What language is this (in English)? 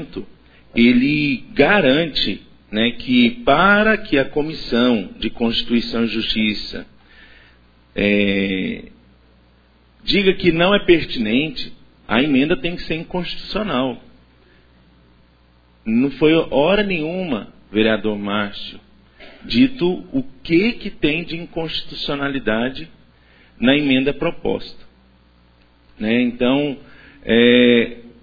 Portuguese